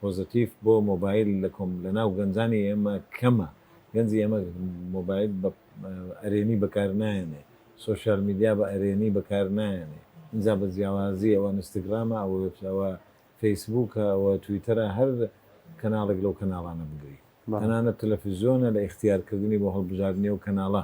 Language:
Central Kurdish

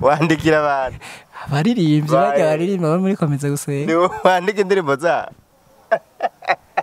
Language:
Rundi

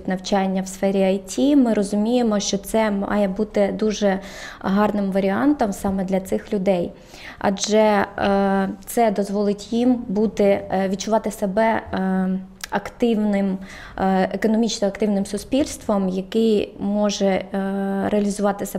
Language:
Ukrainian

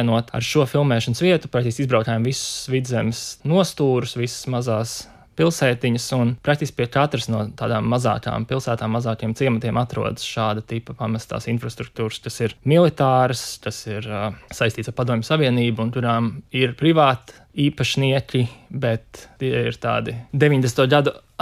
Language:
Latvian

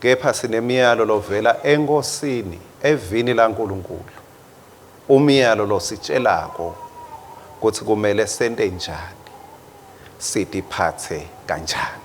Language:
Swati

